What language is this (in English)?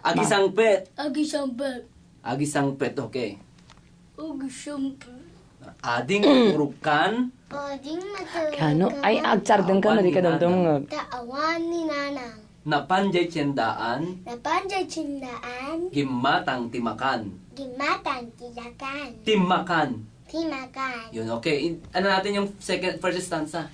Iloko